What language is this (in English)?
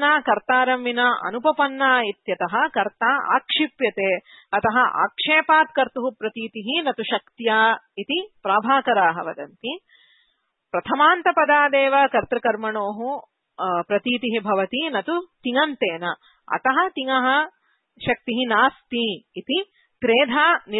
Sanskrit